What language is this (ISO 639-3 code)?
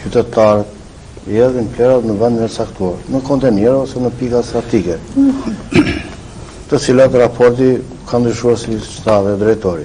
sqi